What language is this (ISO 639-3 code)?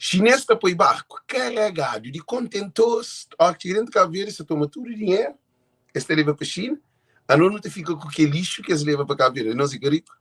kea